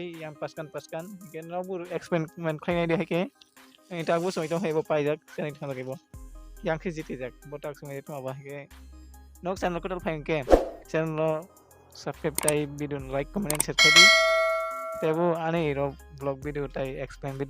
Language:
Kok Borok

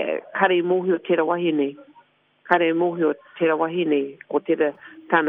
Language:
Māori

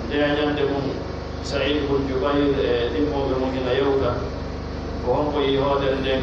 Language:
Pular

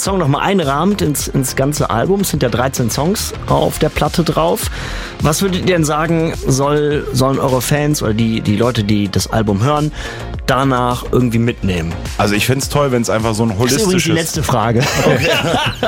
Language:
German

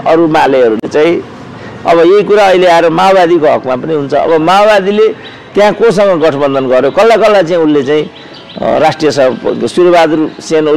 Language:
Nepali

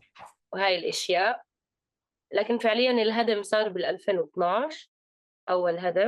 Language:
North Levantine Arabic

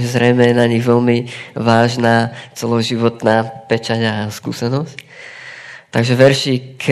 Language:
Slovak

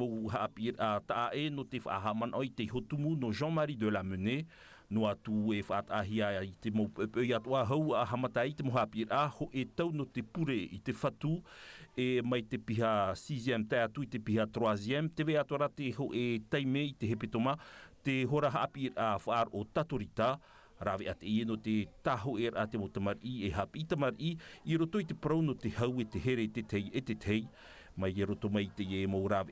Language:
Tahitian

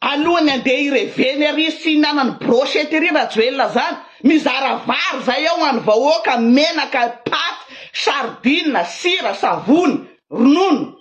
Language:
Malagasy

